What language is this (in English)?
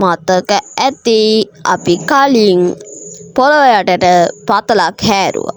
Sinhala